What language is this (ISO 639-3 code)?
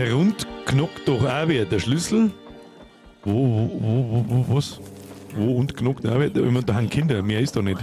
bar